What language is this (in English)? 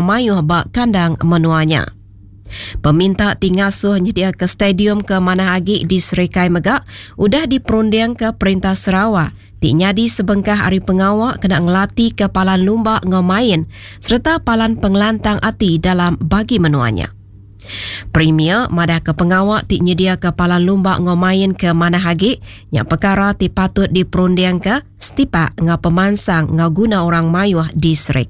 Iban